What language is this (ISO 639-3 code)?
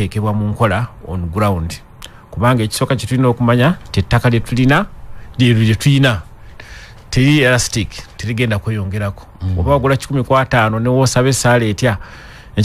lug